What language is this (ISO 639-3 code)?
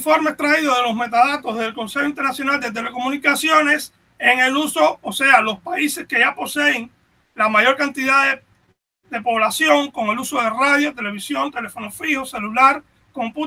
spa